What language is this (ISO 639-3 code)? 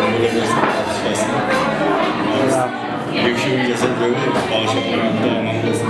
kaa